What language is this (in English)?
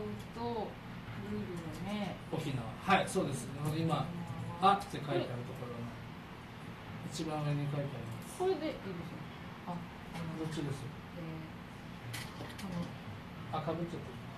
Japanese